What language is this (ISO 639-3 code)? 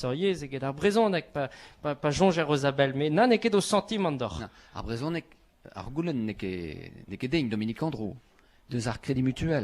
bre